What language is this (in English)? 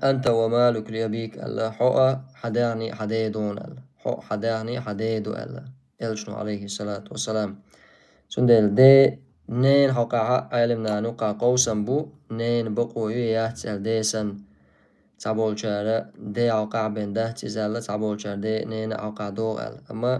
Chechen